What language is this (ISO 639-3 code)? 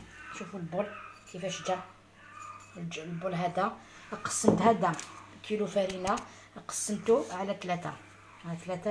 arq